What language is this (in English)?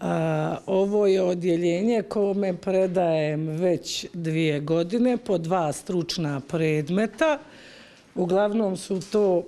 Bosnian